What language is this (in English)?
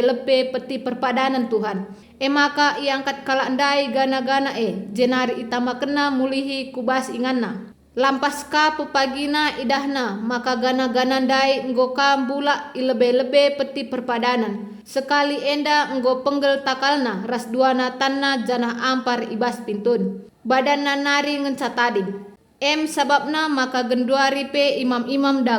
Batak Karo